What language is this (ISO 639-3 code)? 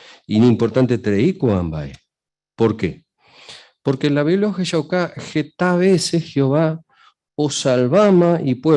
grn